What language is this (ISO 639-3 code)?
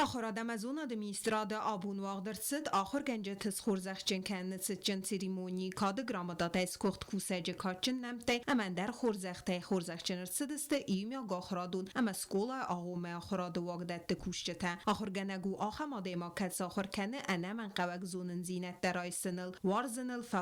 oss